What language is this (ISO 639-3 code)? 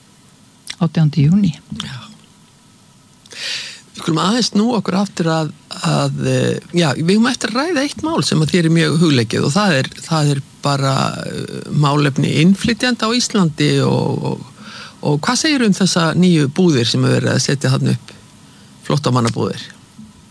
isl